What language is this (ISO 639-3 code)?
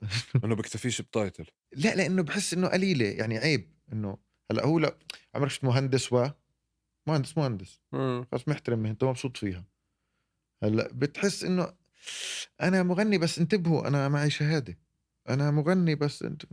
apc